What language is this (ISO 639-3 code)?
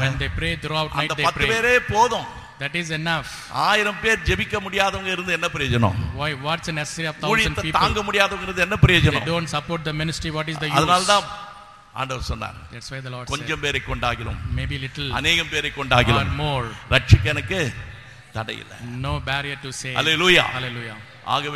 tam